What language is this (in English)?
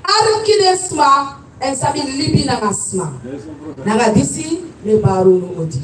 Sranan Tongo